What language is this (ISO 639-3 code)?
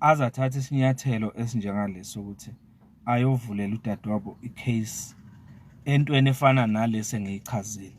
zul